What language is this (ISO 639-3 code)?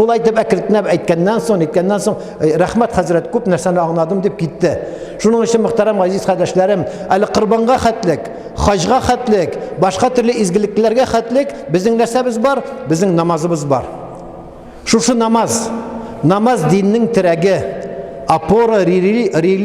tat